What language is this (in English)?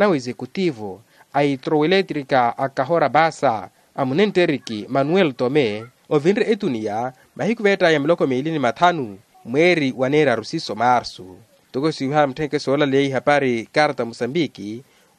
Makhuwa